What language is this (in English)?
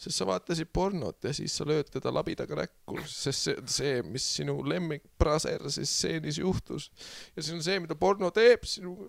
Estonian